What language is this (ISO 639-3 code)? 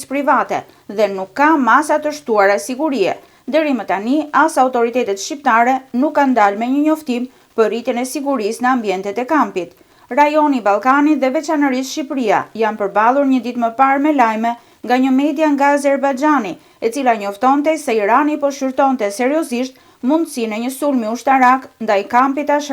sqi